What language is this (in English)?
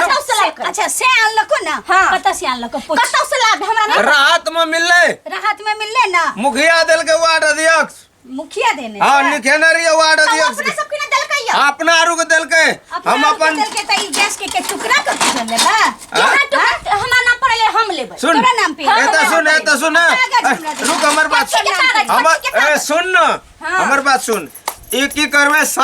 Maithili